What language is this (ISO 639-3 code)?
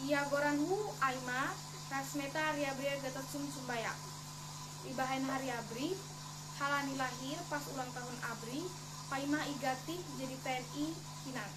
bts